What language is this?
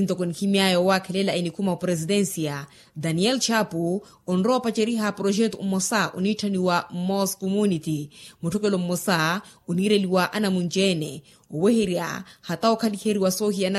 Makhuwa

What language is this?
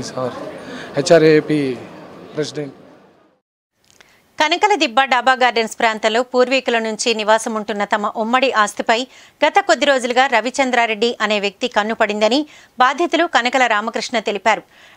Telugu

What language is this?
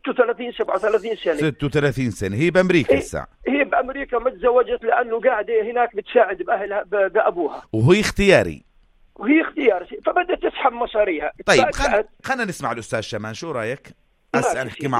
North Levantine Arabic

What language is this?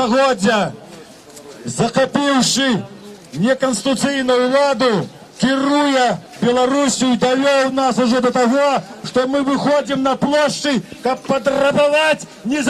Belarusian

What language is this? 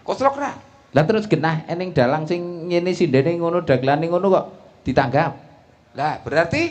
Javanese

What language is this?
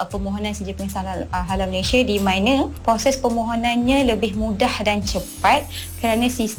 Malay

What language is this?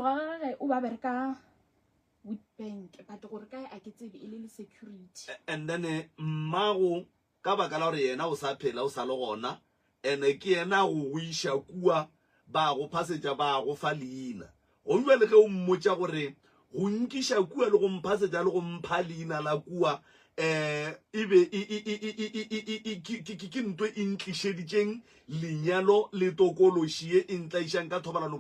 Northern Sotho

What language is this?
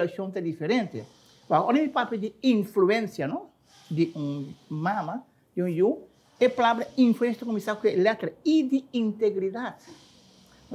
Papiamento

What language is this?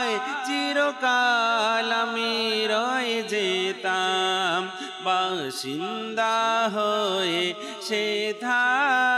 Bangla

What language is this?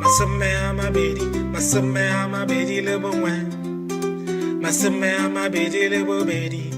Tswana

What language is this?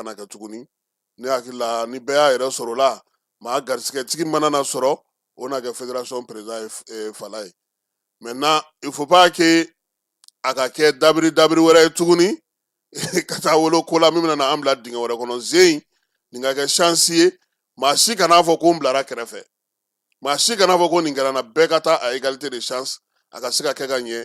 Bambara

